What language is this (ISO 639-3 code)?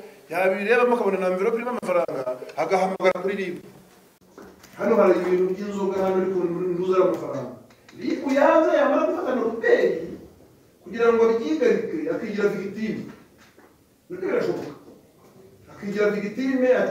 kin